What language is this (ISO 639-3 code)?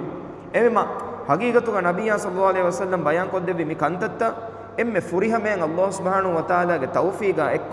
div